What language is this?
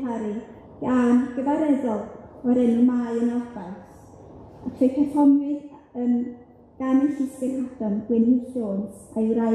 Welsh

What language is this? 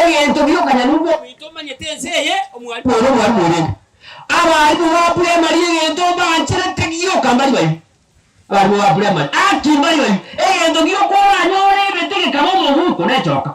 Gusii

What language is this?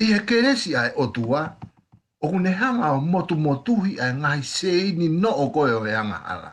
Tongan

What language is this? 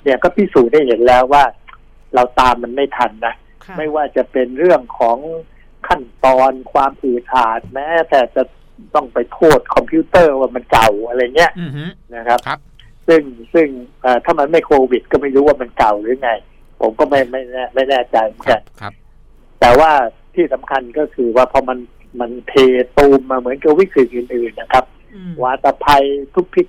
Thai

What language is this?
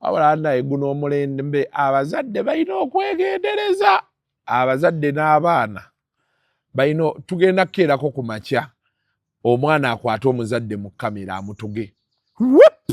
Ganda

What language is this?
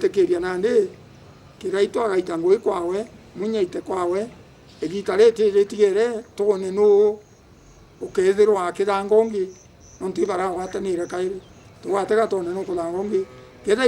Meru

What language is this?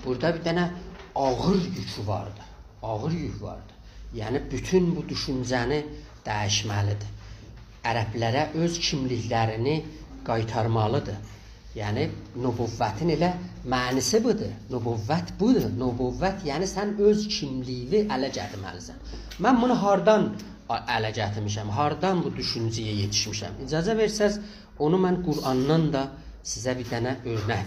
South Azerbaijani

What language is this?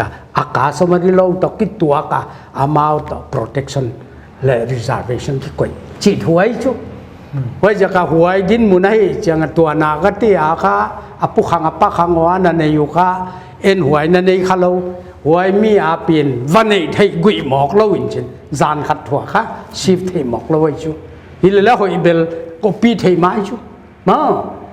Paite Chin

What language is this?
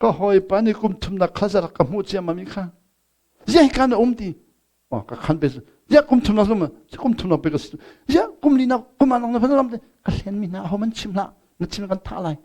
Hakha Chin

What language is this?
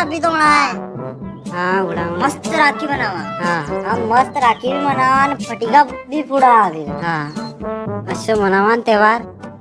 Rajasthani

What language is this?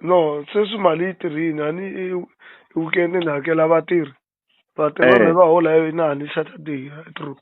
Tsonga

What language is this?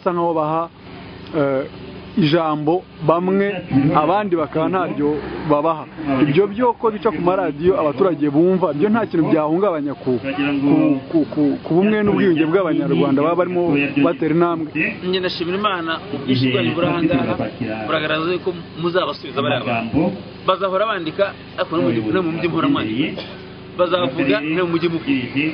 Kinyarwanda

